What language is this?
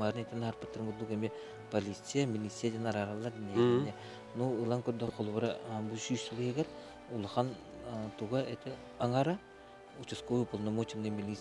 Yakut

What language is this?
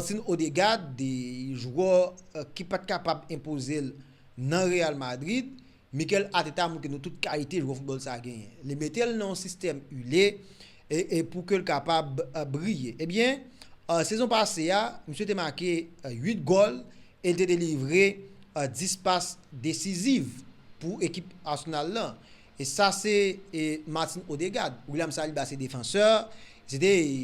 Haitian Creole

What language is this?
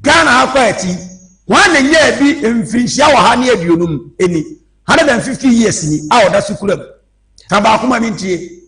Akan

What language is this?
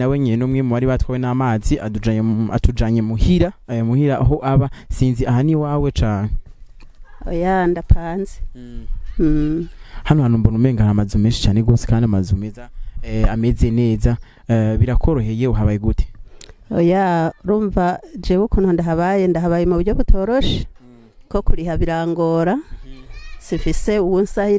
Rundi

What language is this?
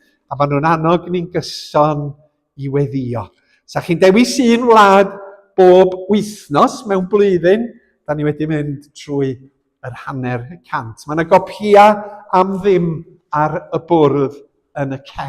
Welsh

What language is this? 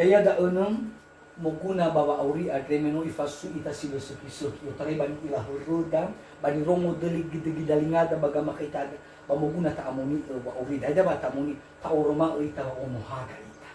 Nias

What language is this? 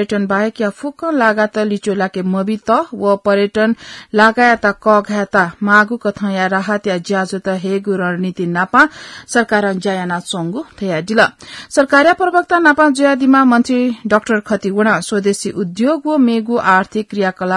Newari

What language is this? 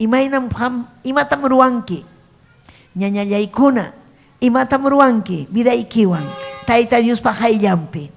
Ayacucho Quechua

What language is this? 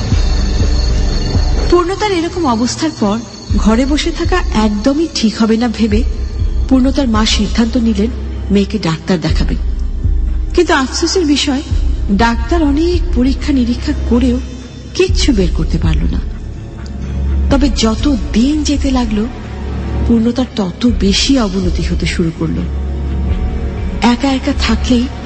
Bangla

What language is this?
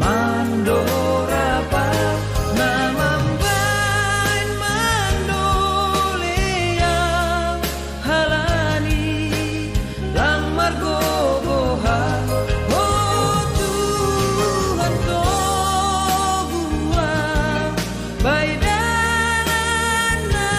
Batak Simalungun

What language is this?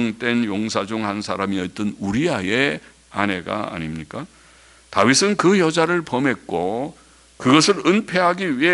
Korean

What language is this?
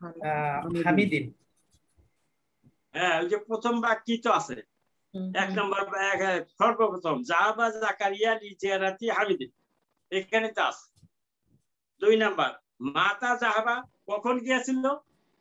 Bangla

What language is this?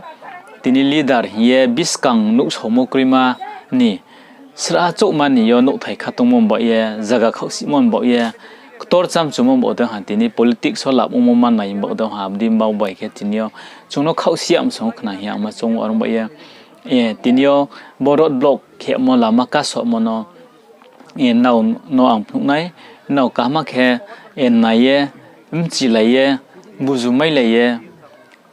Riang (India)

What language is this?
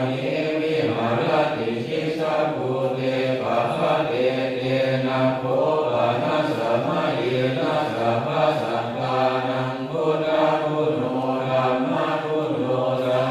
Pali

